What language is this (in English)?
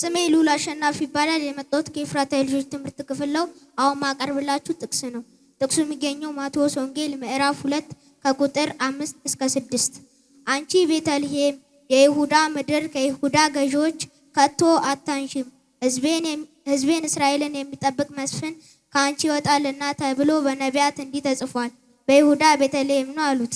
Amharic